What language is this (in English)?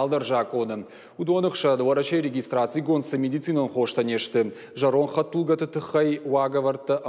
Ossetic